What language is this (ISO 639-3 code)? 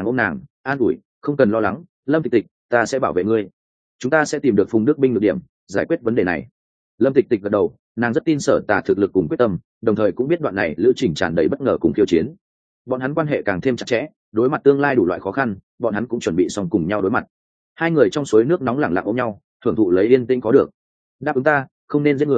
vie